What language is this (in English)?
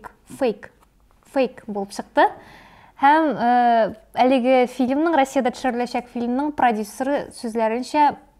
Tatar